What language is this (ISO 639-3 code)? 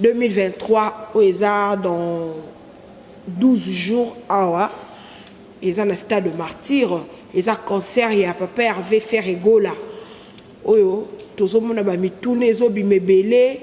lin